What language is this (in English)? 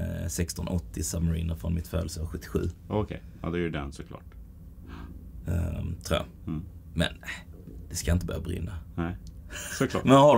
Swedish